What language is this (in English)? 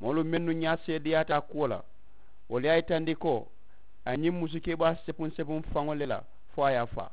Mandingo